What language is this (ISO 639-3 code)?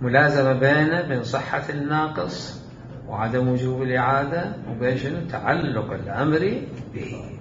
acm